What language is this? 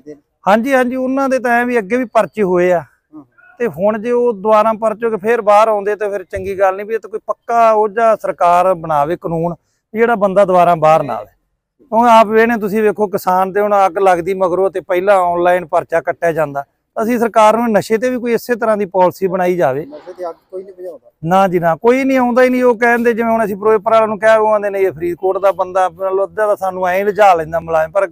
Punjabi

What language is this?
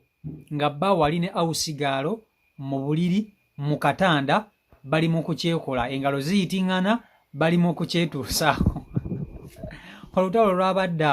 Ganda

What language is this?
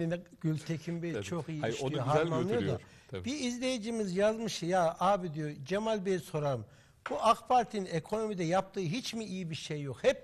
Turkish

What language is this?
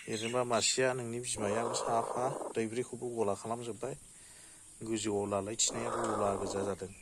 Bodo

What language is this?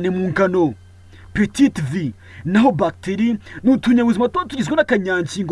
Kinyarwanda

